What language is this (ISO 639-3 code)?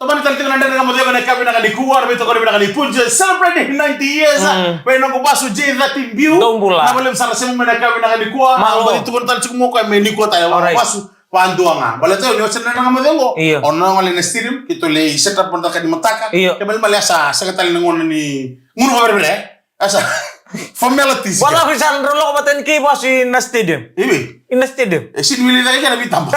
fij